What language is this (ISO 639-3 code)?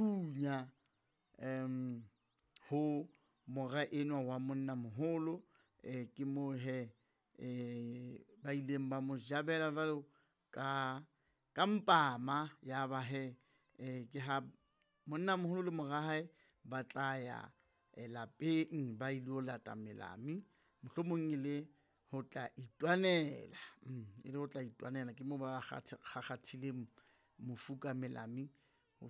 sot